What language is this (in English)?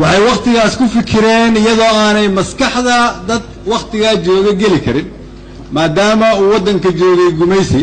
Somali